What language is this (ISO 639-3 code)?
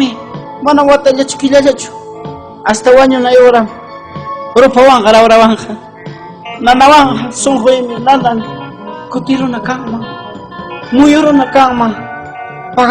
quy